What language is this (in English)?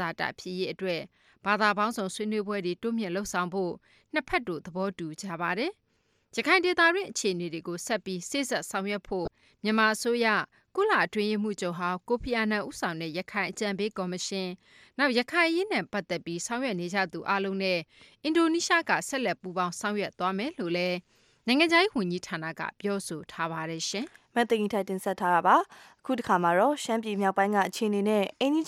Burmese